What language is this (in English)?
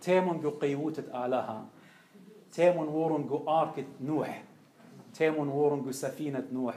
Assyrian Neo-Aramaic